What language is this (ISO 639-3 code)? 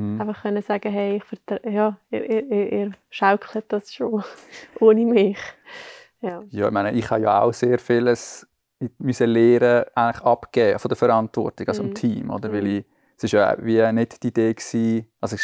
gsw